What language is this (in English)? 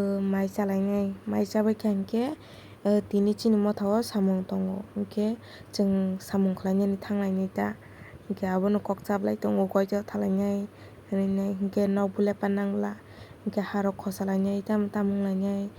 Kok Borok